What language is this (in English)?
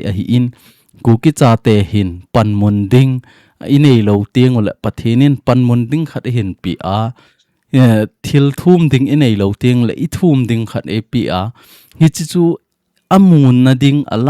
Thado Chin